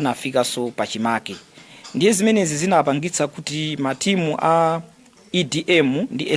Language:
Nyanja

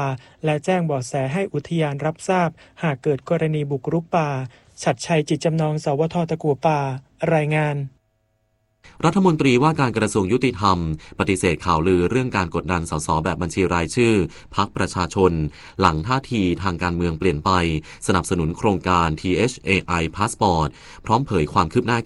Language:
Thai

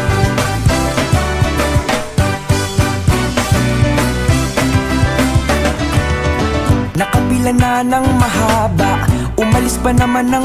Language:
Filipino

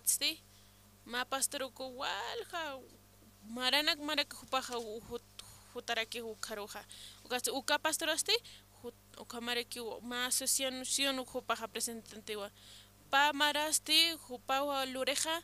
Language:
Aymara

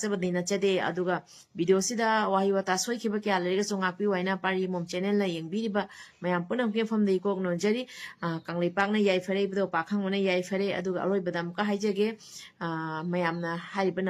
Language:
Manipuri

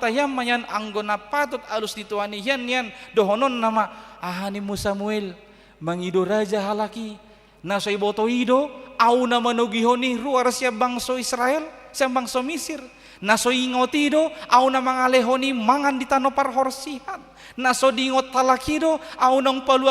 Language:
Batak Toba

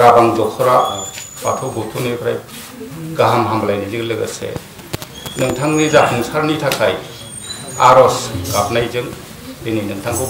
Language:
Bodo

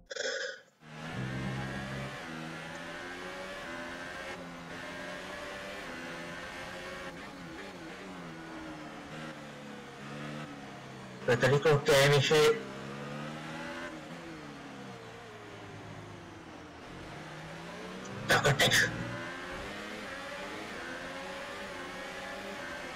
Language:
Czech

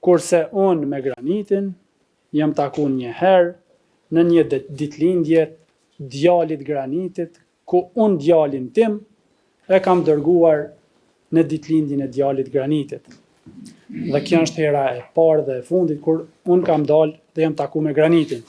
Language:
Albanian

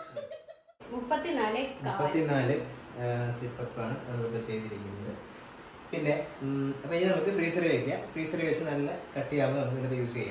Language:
Malayalam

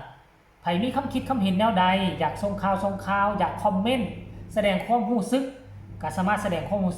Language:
Northeastern Thai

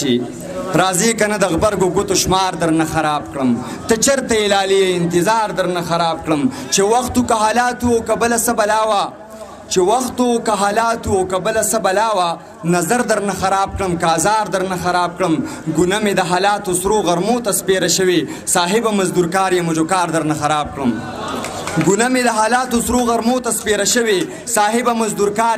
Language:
Pashto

